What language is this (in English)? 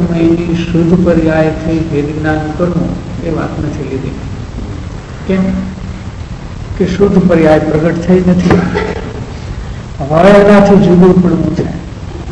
Gujarati